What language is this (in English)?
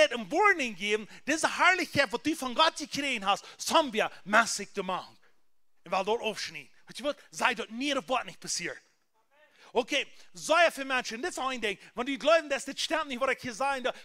Plautdietsch